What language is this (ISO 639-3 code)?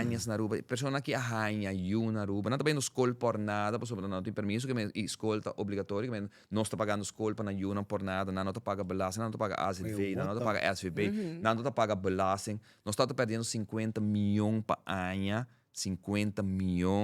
pap